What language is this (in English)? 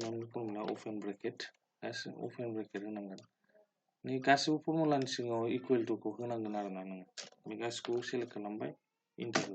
Bodo